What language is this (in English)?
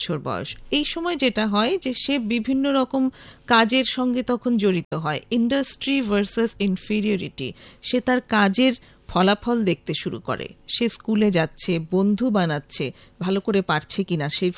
Bangla